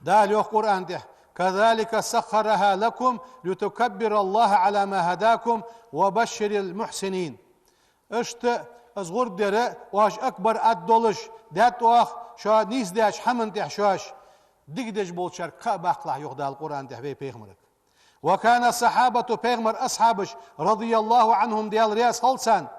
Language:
Ingush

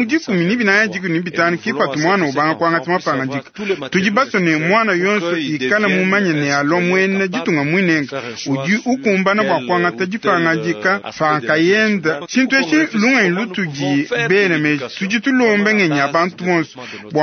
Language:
Luba-Lulua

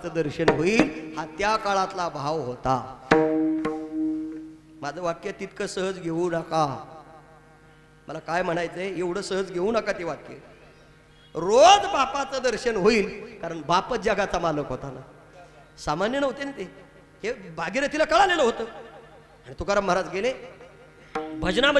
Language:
Marathi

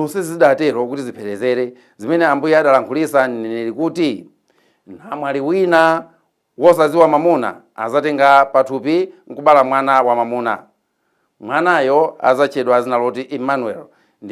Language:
Nyanja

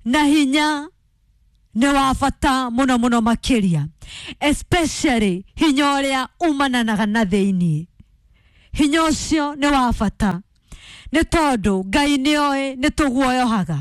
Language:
Kikuyu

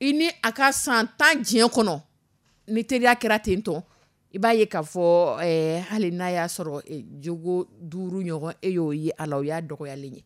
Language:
Dyula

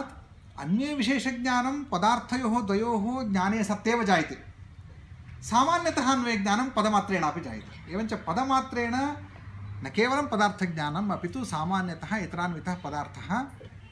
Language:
Sanskrit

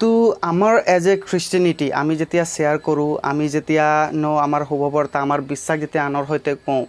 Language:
Assamese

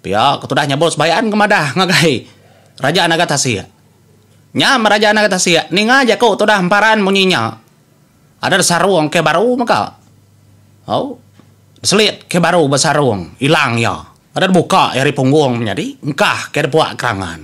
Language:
Iban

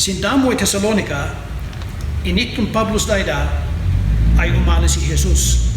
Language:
Kankanaey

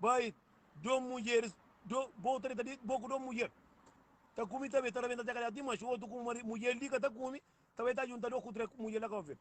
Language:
Kabuverdianu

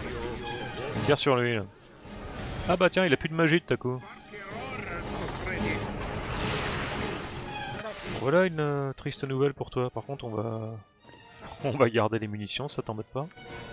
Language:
French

